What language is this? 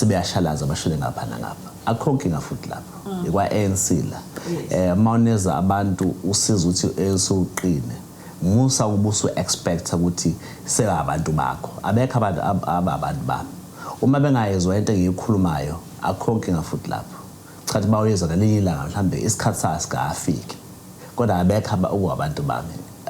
Zulu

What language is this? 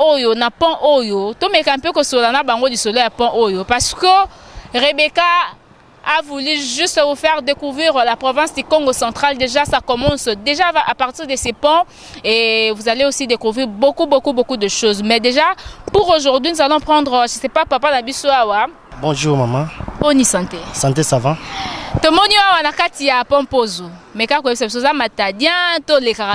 Lingala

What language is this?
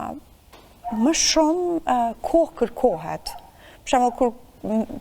Albanian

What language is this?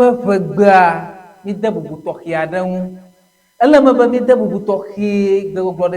Ewe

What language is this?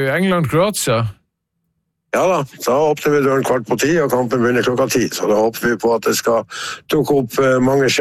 Norwegian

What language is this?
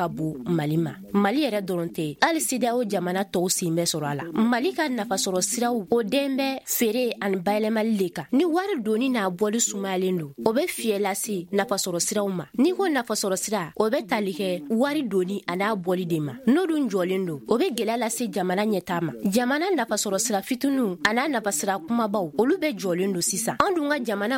Bambara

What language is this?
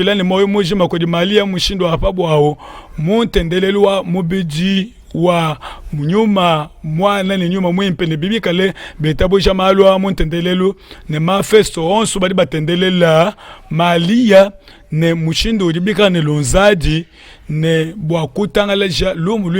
Luba-Lulua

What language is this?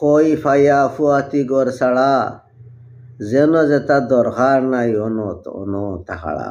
Sylheti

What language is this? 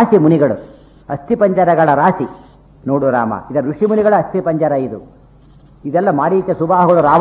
Kannada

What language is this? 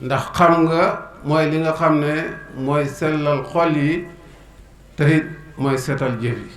Wolof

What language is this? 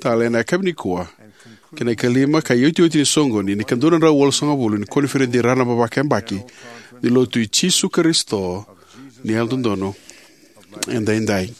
Fijian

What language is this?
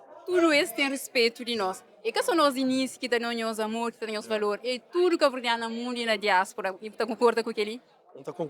Kabuverdianu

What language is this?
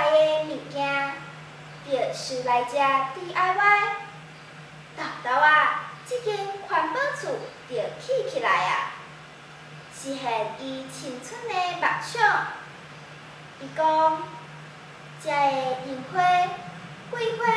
Min Nan Chinese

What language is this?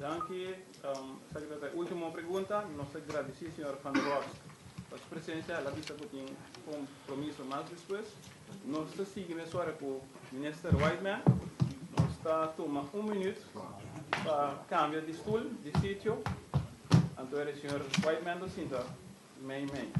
Papiamento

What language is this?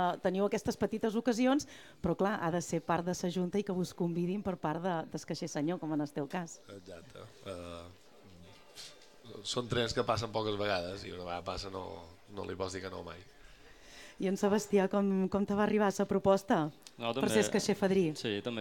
Catalan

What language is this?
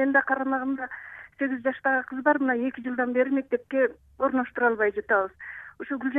Kyrgyz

